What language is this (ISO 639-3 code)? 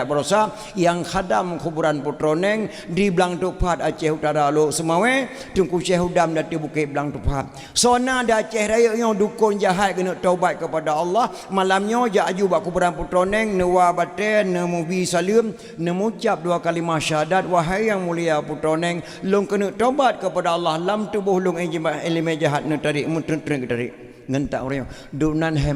ace